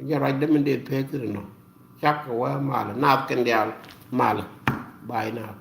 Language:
Nuer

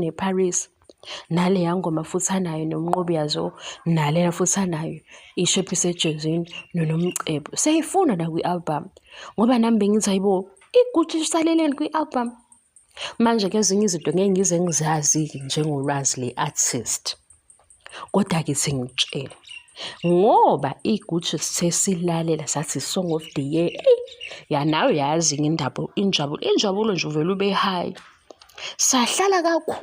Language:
Zulu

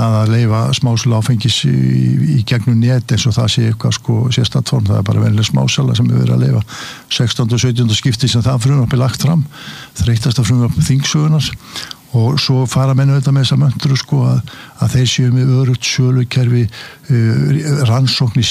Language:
Icelandic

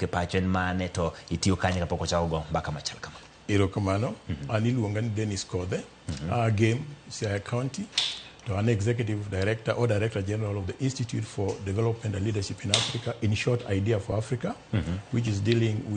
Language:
Luo (Kenya and Tanzania)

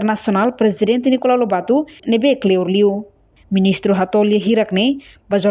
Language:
Tetum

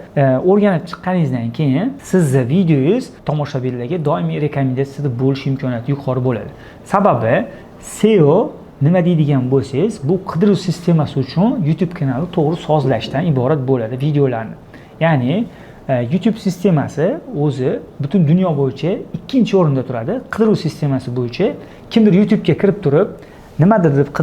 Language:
Uzbek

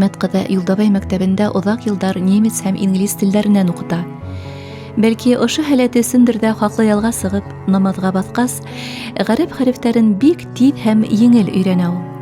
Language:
Bashkir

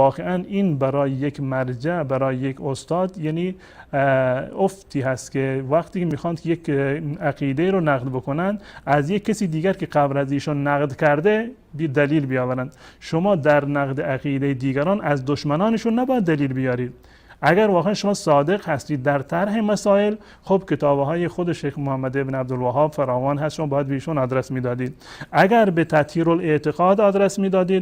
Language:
Persian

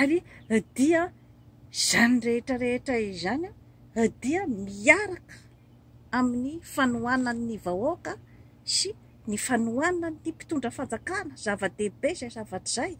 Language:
Malagasy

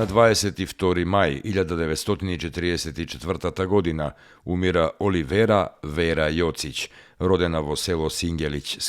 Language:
Macedonian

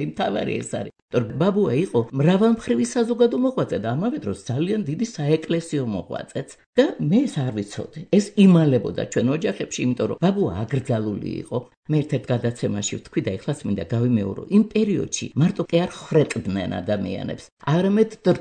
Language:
Georgian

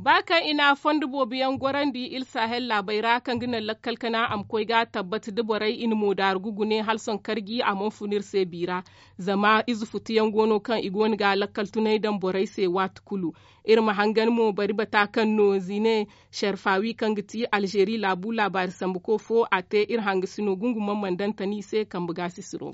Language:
Zarma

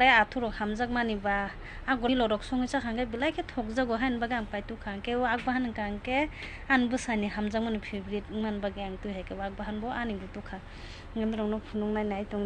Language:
Kok Borok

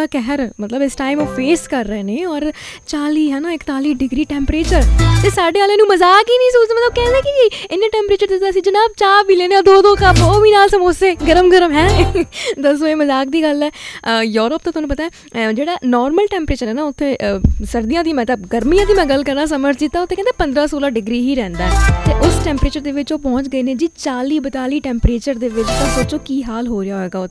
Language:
Punjabi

